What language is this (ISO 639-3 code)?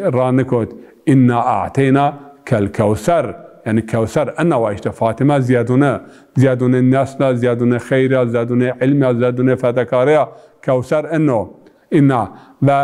zza